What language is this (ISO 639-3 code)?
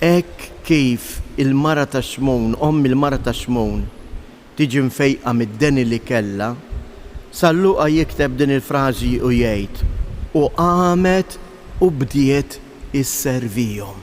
mlt